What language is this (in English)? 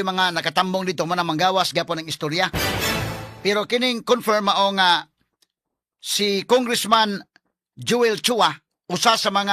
Cebuano